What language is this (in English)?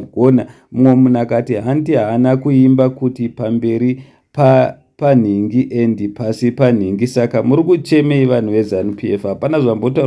Shona